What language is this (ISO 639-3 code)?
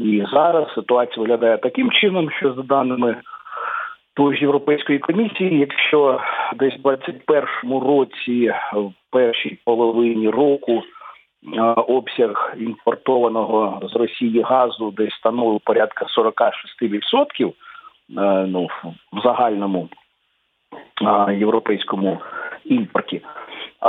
ukr